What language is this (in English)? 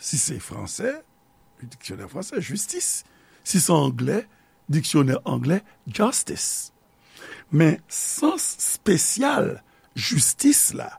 Haitian Creole